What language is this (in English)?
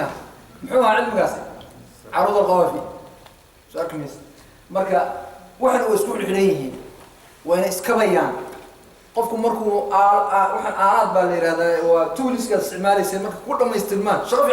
Somali